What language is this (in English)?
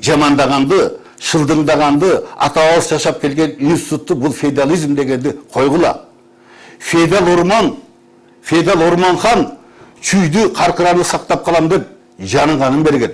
Kyrgyz